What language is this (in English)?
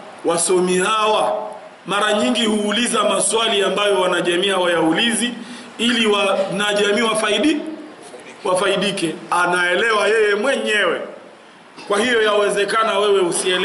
Swahili